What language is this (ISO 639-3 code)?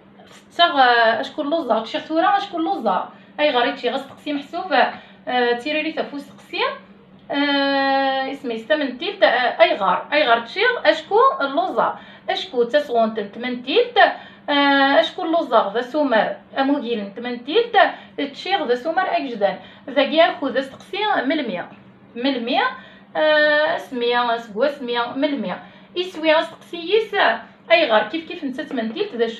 kab